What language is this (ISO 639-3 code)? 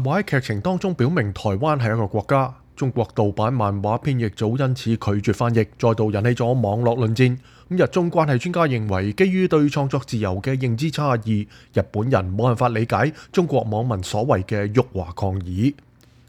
yue